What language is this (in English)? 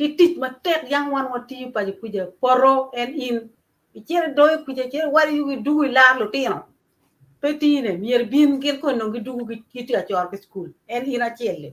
Acoli